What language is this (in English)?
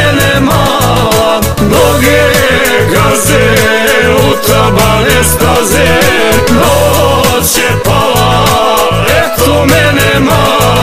Croatian